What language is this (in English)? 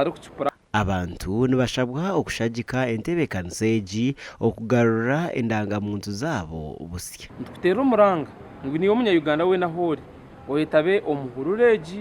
Nyankole